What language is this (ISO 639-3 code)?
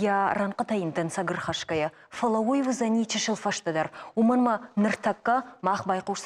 oss